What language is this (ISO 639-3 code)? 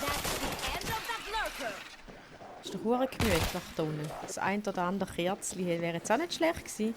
gsw